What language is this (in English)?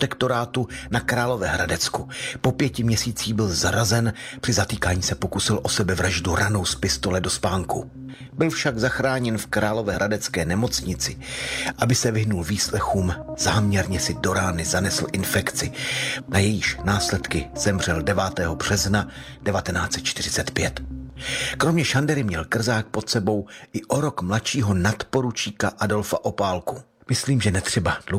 Czech